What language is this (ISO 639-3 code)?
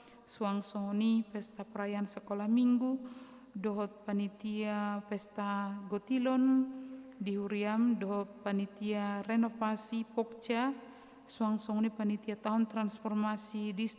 bbc